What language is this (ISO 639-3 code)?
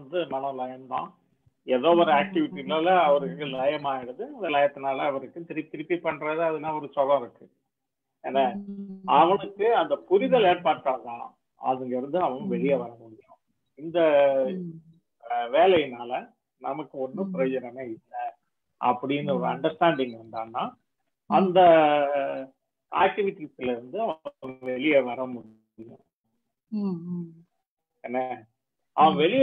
tam